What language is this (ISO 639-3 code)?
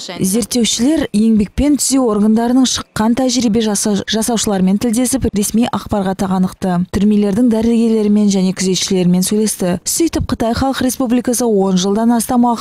kaz